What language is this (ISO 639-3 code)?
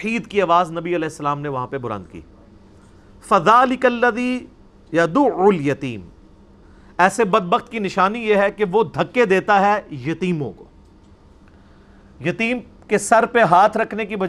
urd